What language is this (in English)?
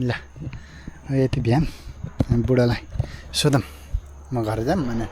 Nepali